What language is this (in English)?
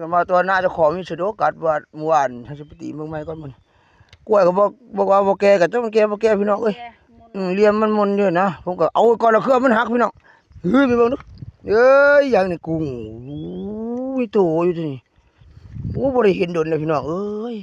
Northeastern Thai